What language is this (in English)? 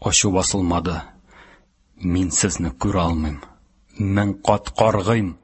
Tatar